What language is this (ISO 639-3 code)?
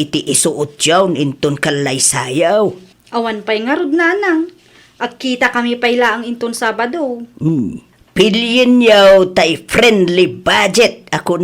ilo